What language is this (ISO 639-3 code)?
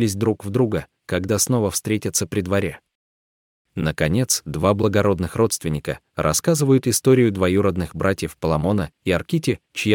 rus